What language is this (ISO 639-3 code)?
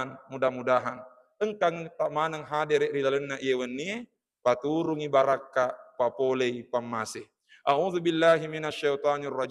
bug